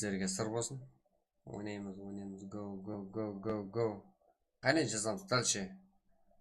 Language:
Kara-Kalpak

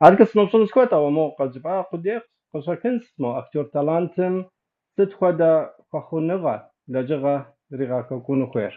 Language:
Kabardian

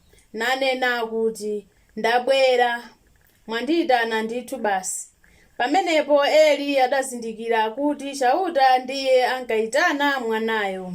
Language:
Nyanja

